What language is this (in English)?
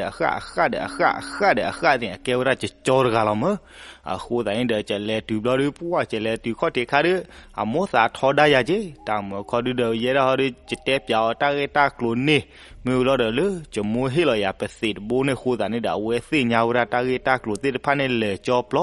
S'gaw Karen